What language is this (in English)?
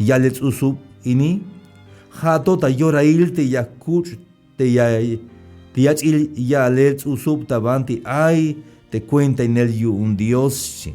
Tzeltal